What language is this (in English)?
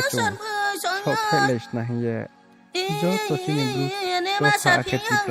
Riang (India)